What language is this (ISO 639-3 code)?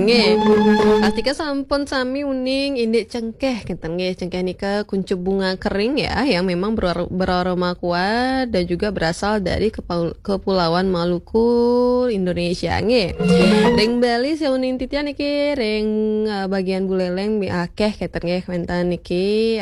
ban